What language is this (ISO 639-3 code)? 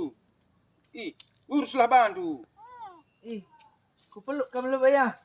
btx